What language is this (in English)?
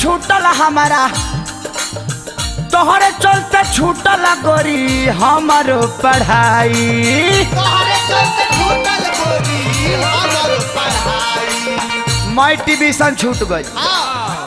Bhojpuri